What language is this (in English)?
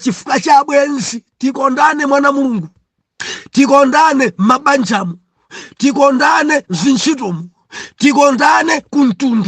Nyanja